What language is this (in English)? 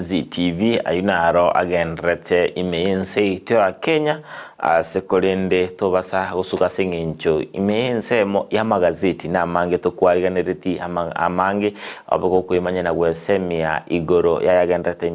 Gusii